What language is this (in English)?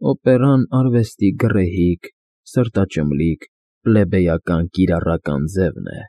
Armenian